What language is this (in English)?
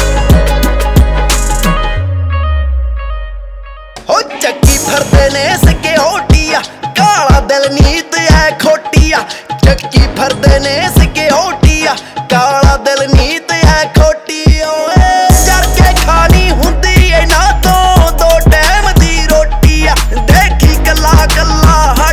Punjabi